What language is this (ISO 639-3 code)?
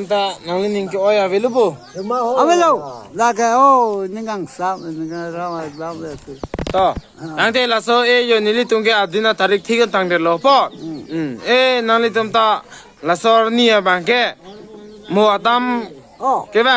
mjw